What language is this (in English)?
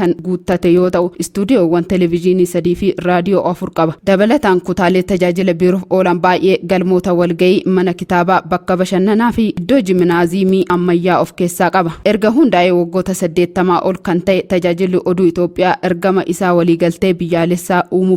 Oromo